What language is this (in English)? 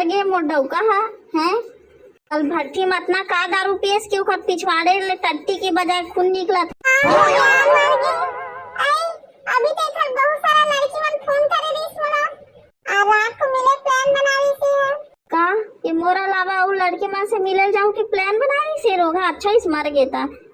Chhattisgarhi